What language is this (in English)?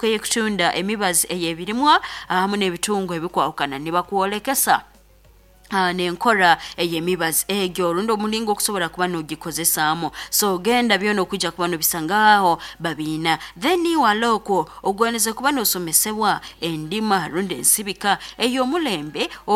Nyoro